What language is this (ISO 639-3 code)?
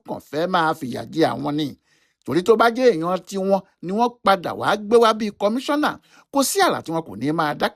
yor